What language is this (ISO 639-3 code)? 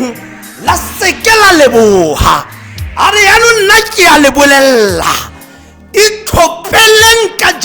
tsn